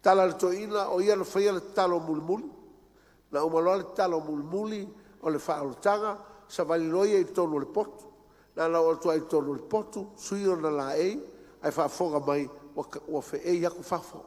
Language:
Samoan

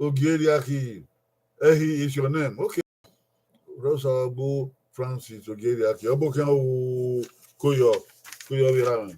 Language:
Bini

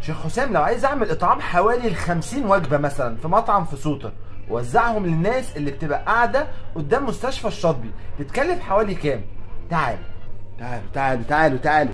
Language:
Egyptian Arabic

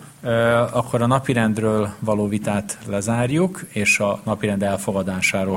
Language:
Hungarian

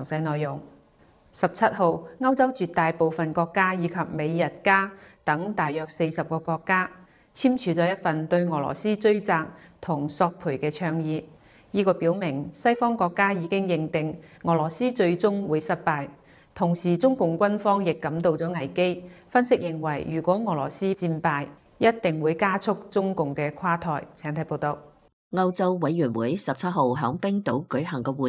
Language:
Cantonese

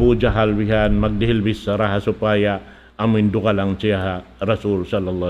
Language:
Tausug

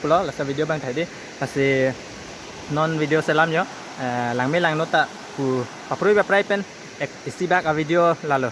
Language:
Karbi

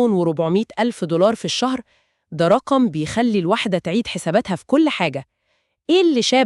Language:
Egyptian Arabic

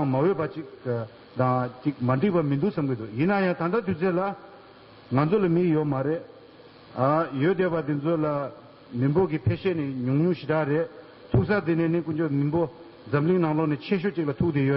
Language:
Tibetan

